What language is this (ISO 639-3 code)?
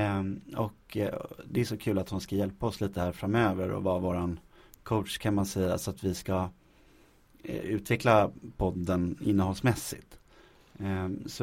swe